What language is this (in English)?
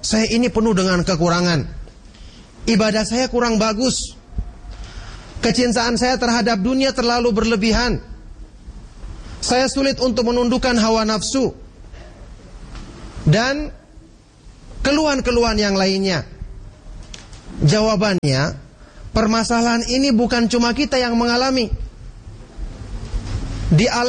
Indonesian